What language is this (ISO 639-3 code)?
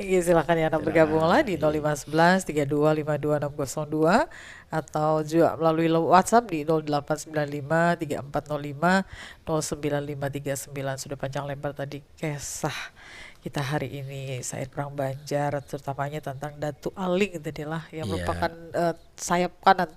bjn